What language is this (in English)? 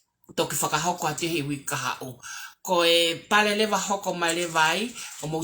Tongan